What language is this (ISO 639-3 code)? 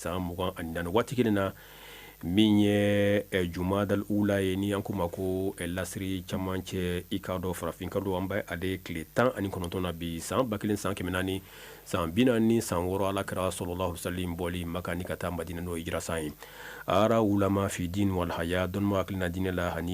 bam